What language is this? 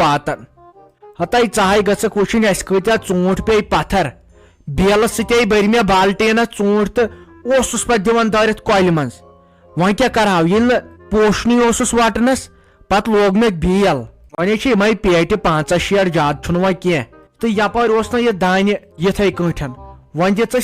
Kashmiri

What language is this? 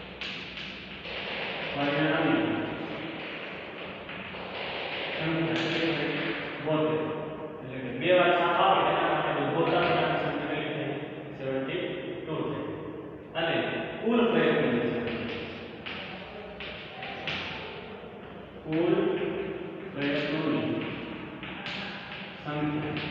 Gujarati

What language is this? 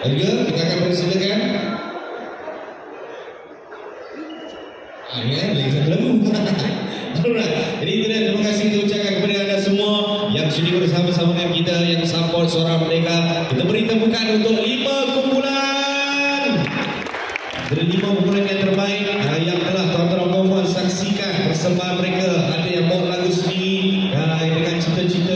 Malay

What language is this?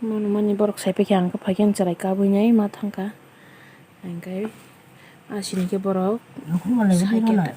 Kok Borok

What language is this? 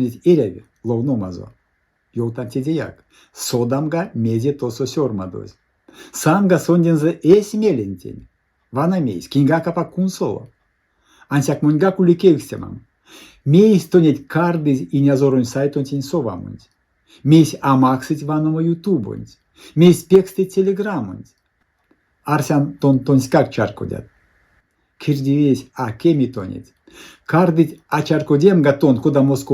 Erzya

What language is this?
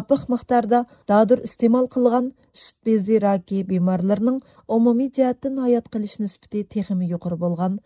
Uyghur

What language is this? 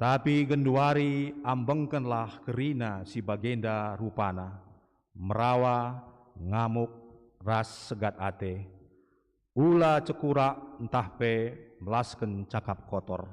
Batak Karo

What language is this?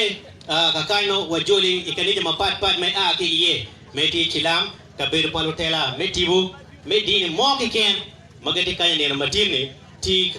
Acoli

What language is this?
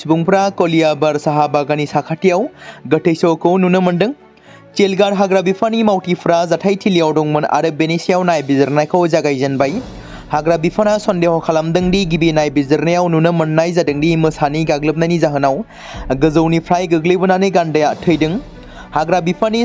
Bodo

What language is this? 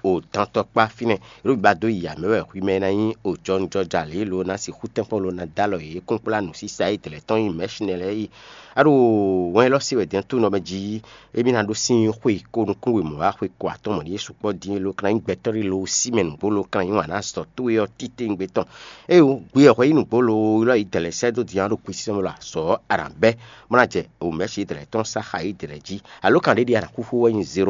Fon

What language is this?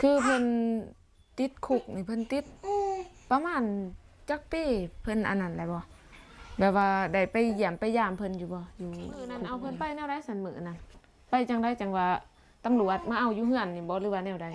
Lao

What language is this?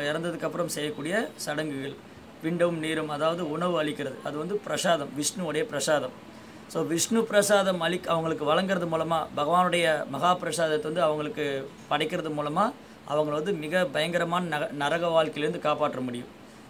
Tamil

